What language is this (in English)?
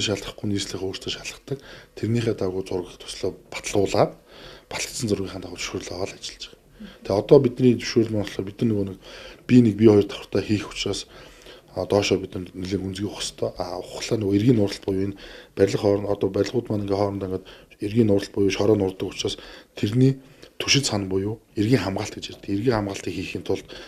Mongolian